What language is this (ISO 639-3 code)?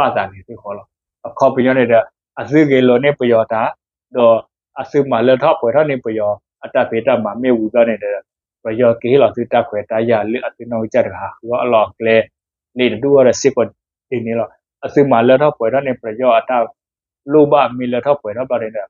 ksw